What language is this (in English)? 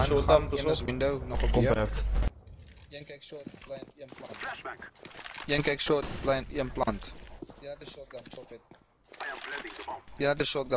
Afrikaans